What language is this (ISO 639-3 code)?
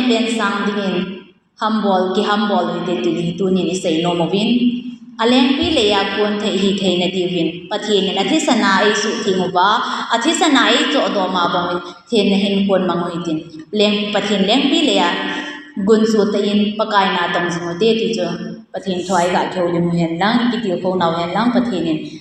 tcz